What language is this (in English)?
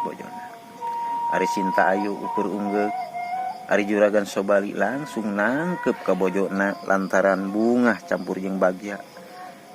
Sundanese